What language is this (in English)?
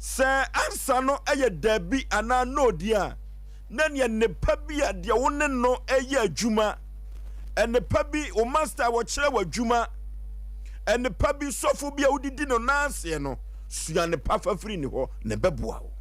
Akan